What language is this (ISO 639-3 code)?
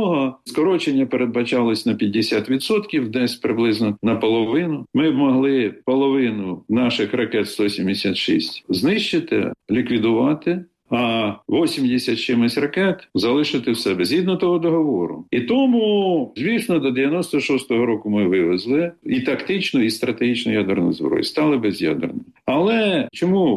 ukr